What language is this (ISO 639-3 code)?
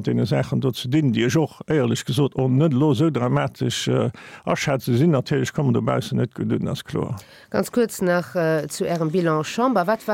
ltz